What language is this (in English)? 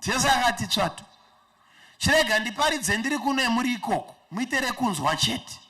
Shona